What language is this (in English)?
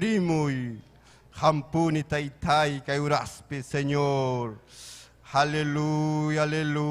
Ayacucho Quechua